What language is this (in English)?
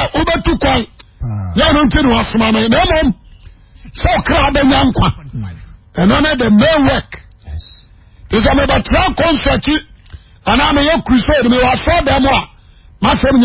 Akan